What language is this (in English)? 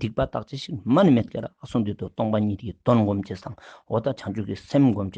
Ladakhi